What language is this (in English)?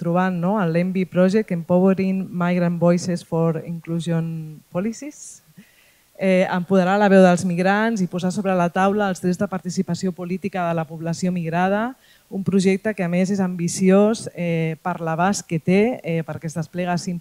Catalan